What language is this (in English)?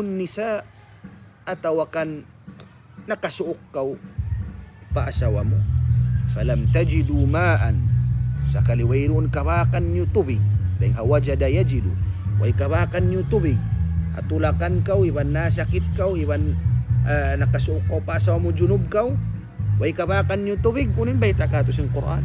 Tausug